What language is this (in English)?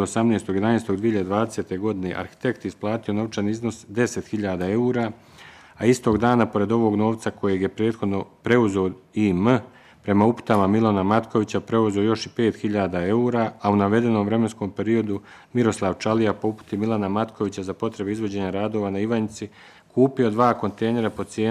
Bosnian